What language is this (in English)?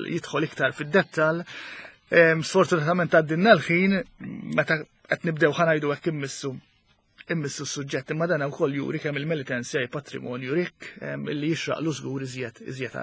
Maltese